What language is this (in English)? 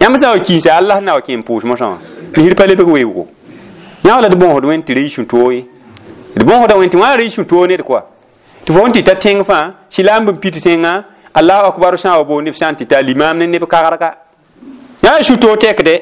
Mossi